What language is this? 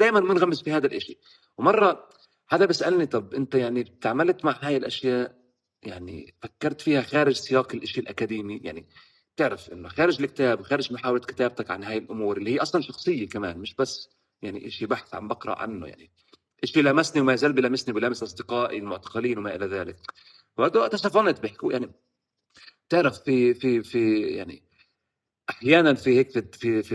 North Levantine Arabic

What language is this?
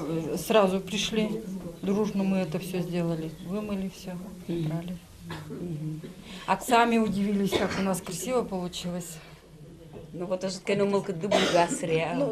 Udmurt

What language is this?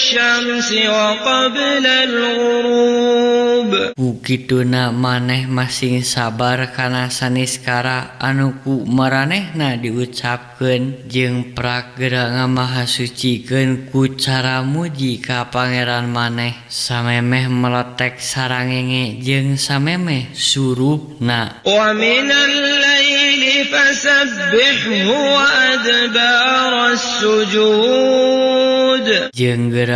Sundanese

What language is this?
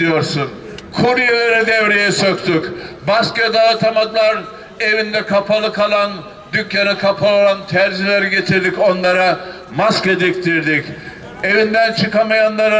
Turkish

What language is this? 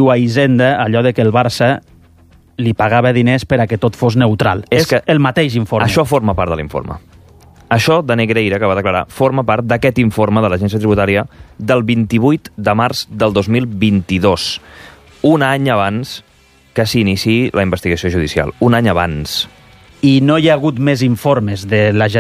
Catalan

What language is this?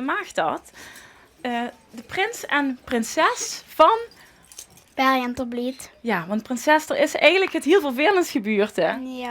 Limburgish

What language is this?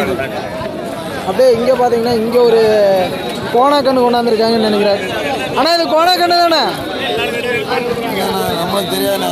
Tamil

